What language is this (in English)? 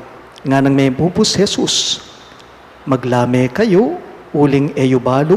Pampanga